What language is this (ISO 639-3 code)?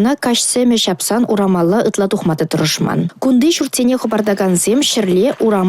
chv